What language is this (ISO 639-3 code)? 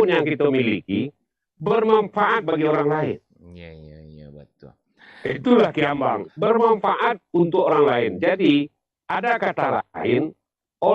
min